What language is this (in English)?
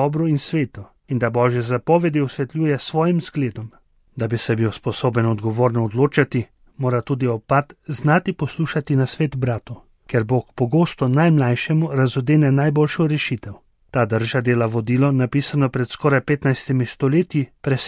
Slovenian